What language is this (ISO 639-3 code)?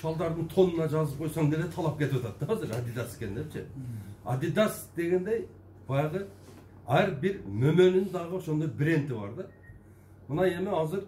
kir